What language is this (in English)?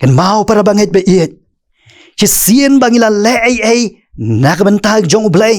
Khasi